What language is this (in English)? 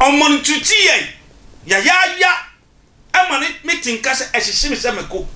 Akan